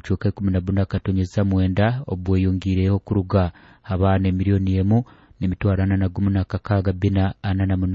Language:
Nyoro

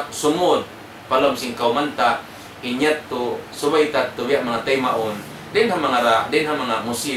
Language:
Tausug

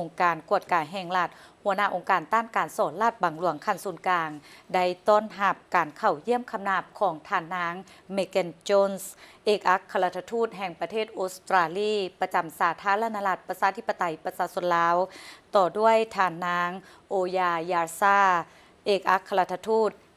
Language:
Lao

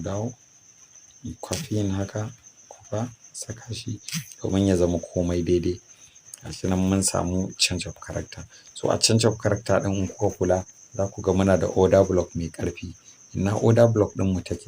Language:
Hausa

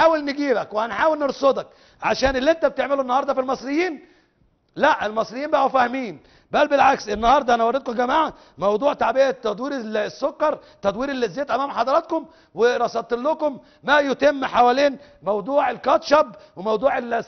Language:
Egyptian Arabic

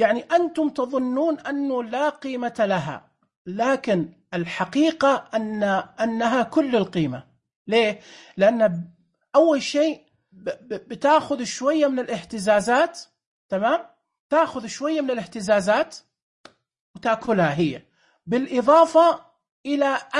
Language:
Najdi Arabic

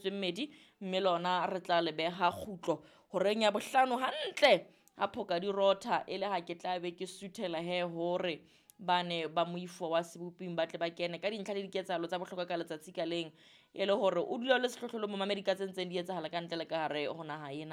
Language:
Southern Sotho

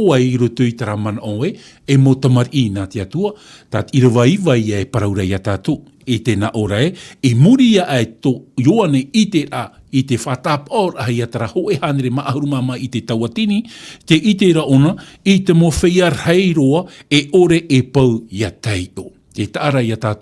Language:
Tahitian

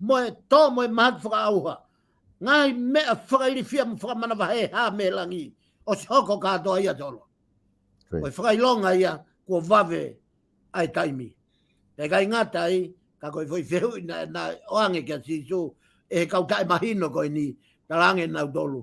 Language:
Tongan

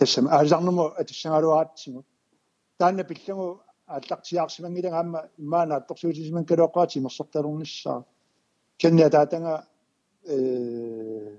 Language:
Kalaallisut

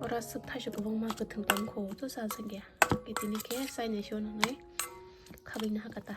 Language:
Kok Borok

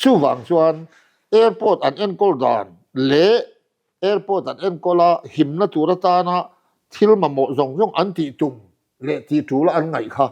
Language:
Mizo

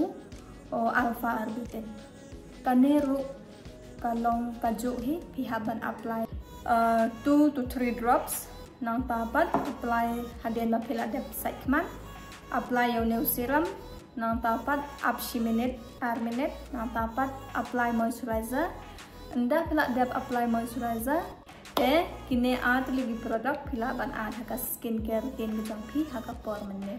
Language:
Khasi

